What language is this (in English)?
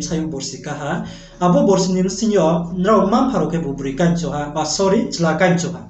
Riang (India)